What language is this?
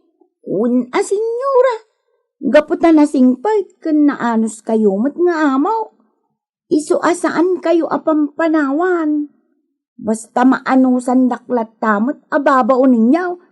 Iloko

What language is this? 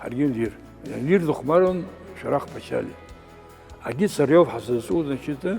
Abkhazian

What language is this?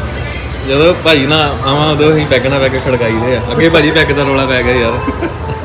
Punjabi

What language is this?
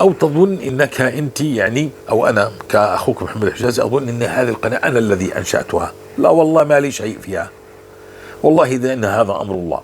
North Levantine Arabic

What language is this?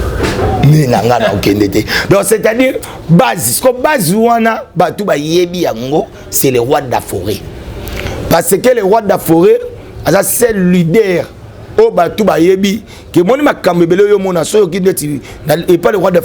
Lingala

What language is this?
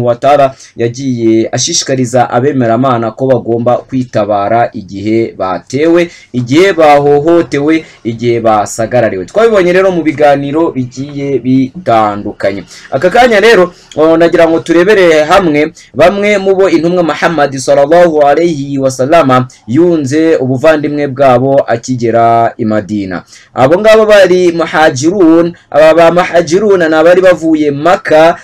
Kinyarwanda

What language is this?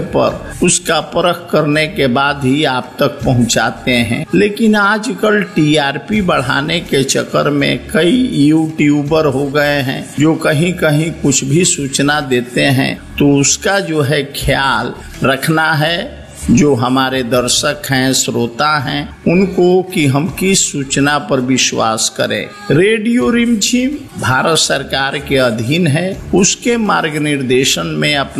Hindi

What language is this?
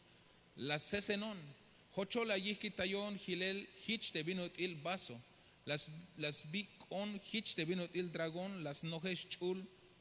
Tzeltal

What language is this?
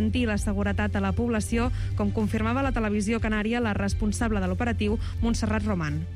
Catalan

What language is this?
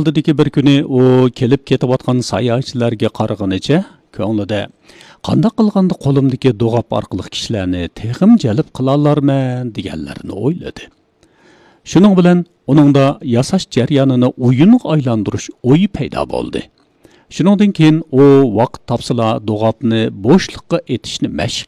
Uyghur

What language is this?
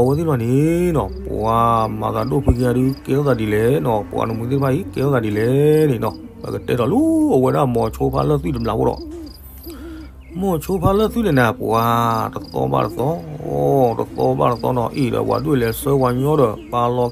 S'gaw Karen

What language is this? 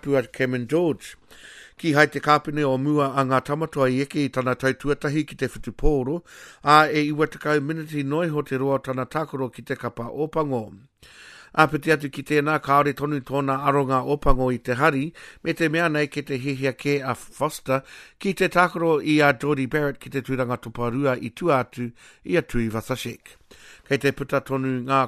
Māori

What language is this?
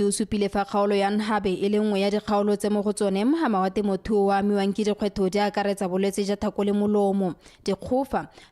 Tswana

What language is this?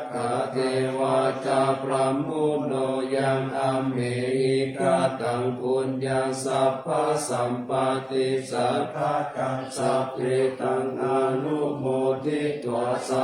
Pali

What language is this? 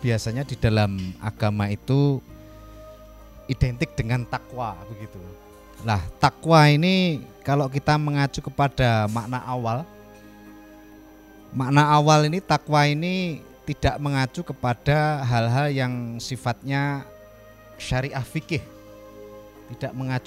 Indonesian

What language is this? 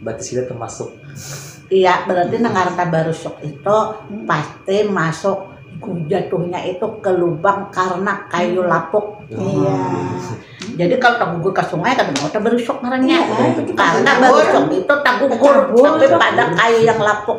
Banjar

